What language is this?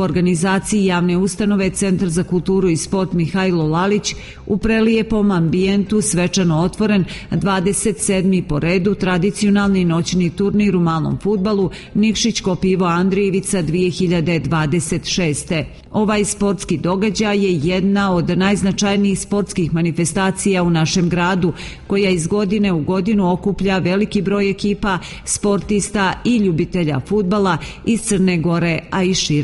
Serbian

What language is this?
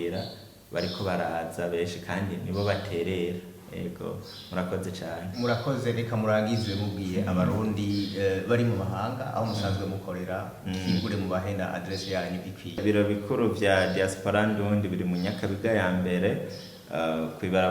Rundi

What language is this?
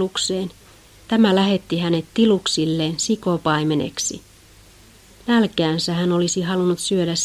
Finnish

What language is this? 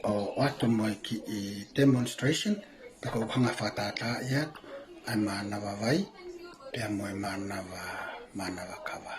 Tongan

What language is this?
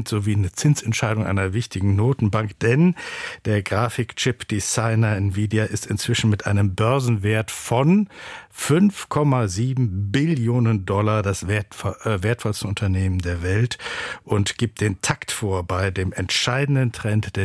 German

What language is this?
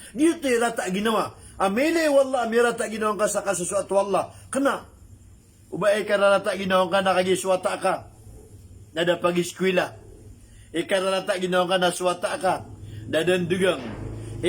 Maranao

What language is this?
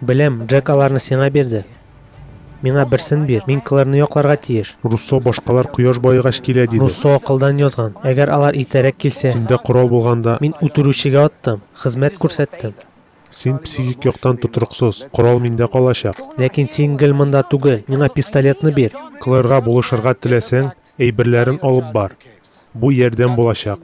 Tatar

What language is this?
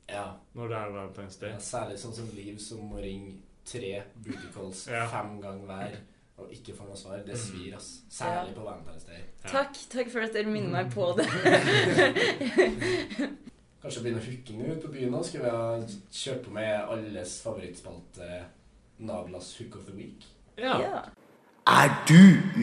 Norwegian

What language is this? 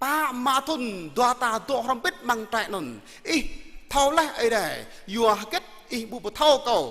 Jarai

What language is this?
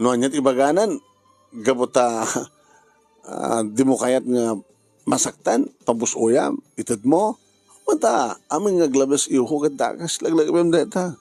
Iloko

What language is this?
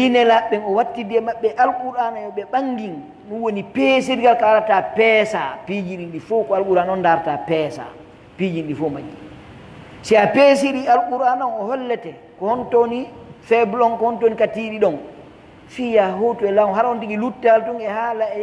Pular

